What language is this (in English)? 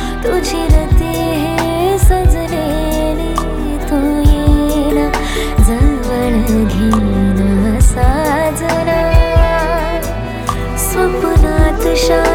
Marathi